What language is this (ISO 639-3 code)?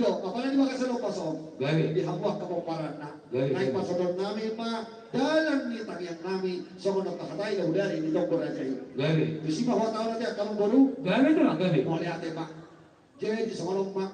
bbc